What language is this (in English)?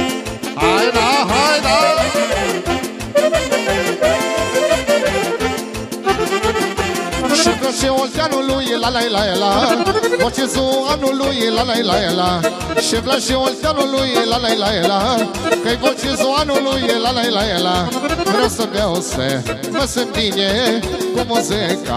Romanian